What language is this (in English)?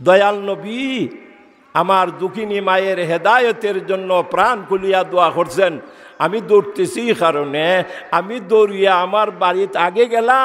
Sylheti